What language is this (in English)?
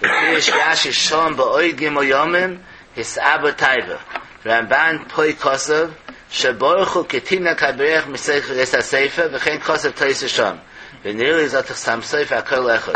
Yiddish